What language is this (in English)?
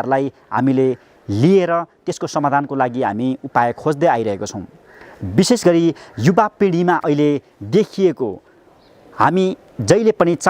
Nepali